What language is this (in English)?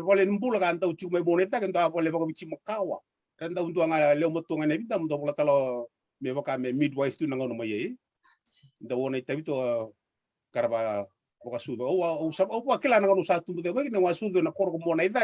Fijian